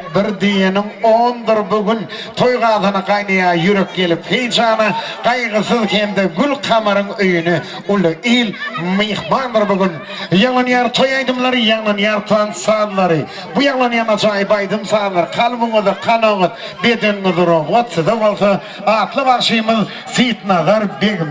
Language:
Turkmen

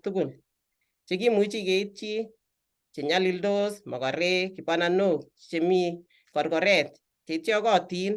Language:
Kalenjin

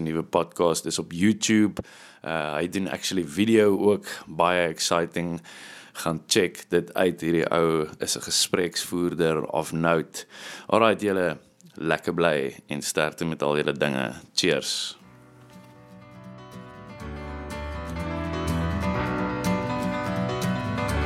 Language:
Afrikaans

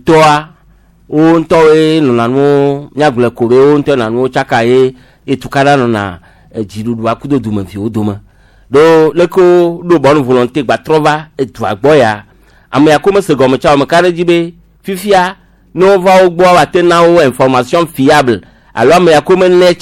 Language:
Gen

